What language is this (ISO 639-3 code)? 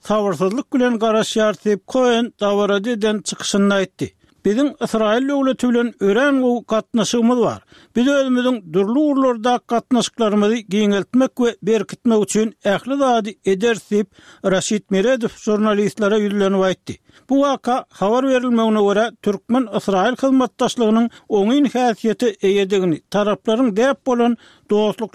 tuk